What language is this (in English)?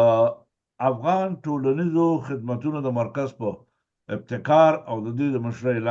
Pashto